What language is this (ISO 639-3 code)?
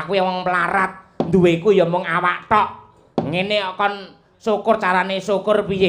jav